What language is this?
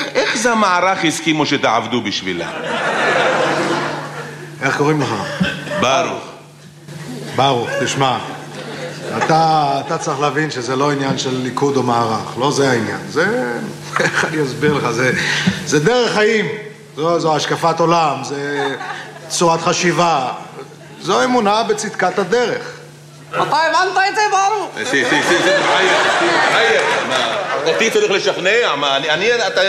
Hebrew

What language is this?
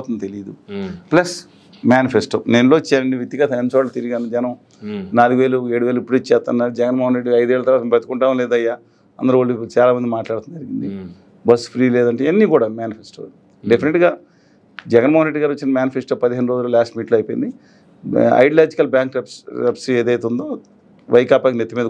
Telugu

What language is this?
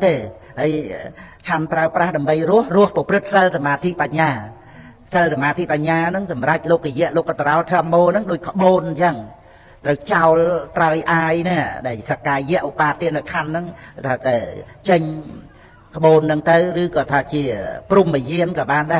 Khmer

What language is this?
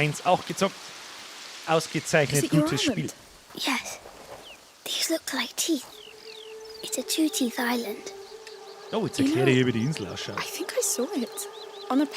Bavarian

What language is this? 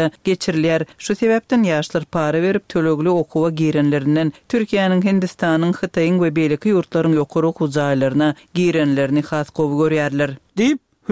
Turkmen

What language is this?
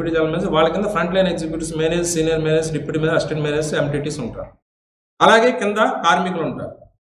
Telugu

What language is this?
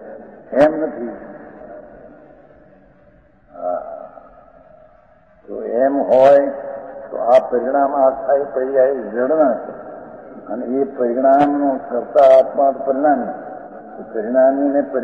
Gujarati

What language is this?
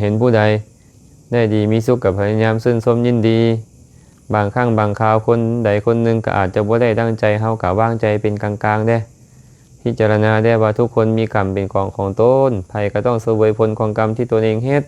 Lao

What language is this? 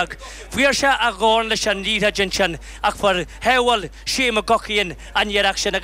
Irish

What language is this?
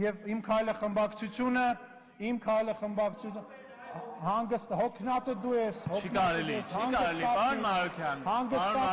Armenian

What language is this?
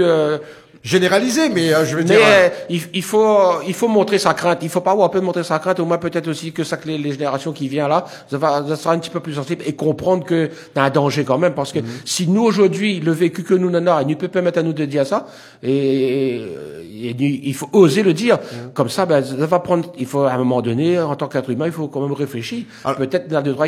French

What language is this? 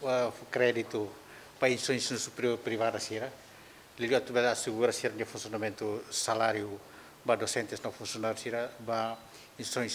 Tetum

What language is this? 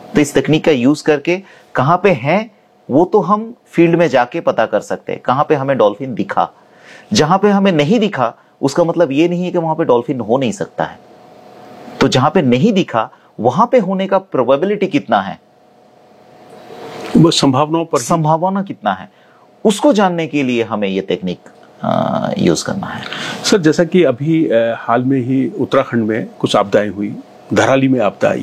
Hindi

